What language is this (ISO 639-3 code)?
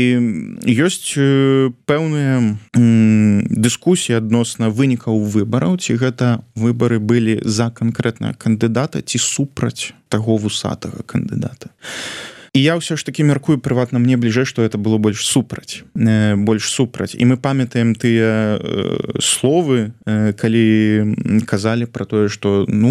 bel